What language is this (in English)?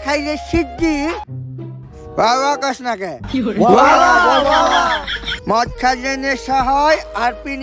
Bangla